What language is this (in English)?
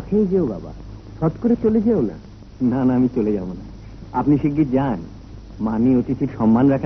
Bangla